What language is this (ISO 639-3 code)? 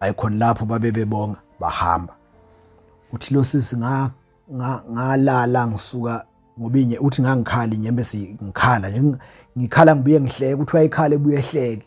zul